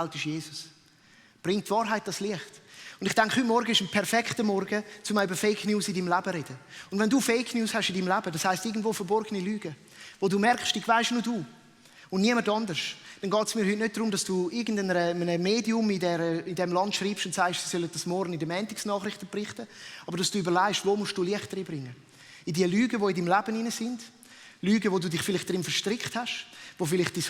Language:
Swiss German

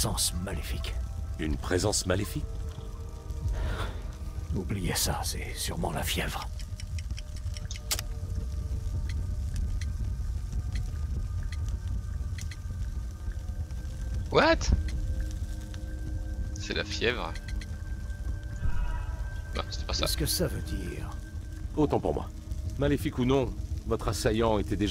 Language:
French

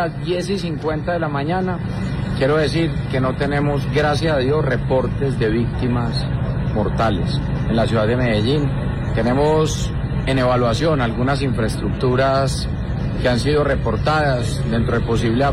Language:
Spanish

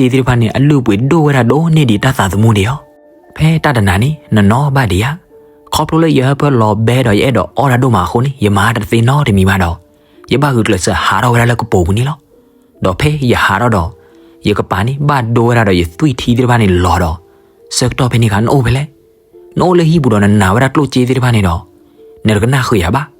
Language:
S'gaw Karen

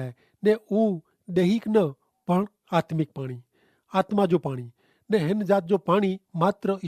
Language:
Kachhi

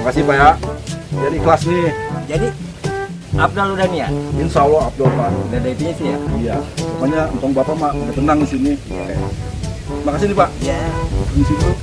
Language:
Betawi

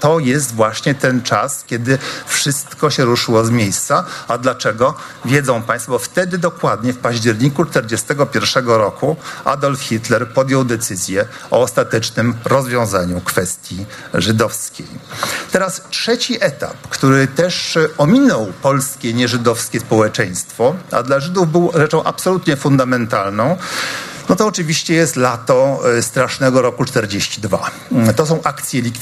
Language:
Polish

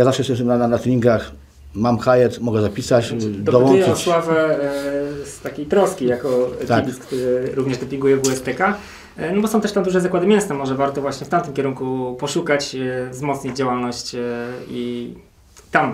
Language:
Polish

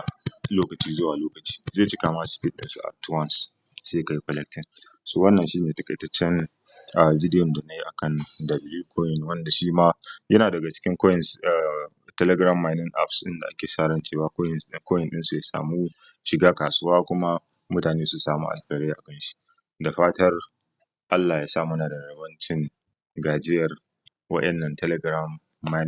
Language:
Hausa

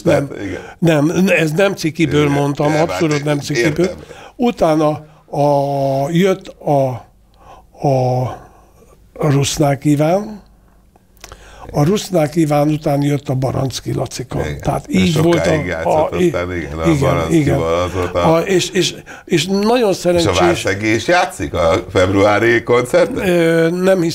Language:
Hungarian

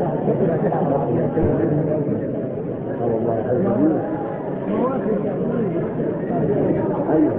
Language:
Arabic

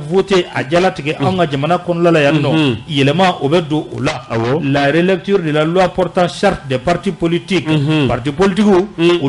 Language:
Bambara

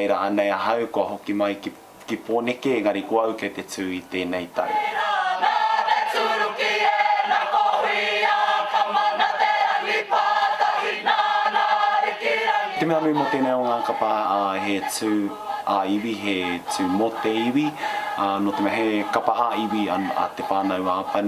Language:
Māori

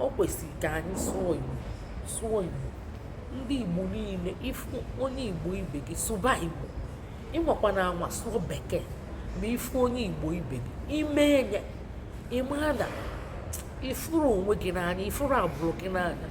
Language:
Igbo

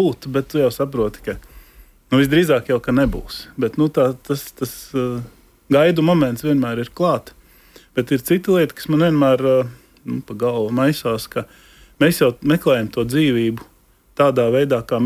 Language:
Latvian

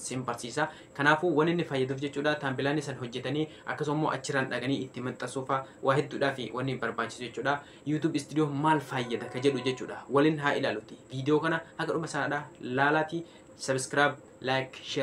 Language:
Oromo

